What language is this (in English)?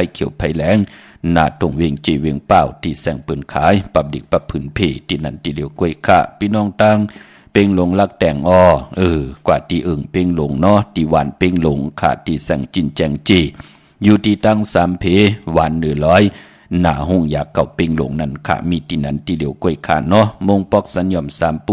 Shan